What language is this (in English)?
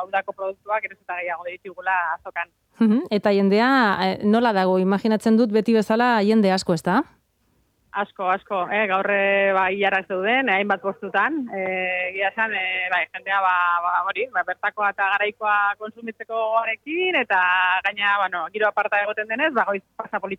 Basque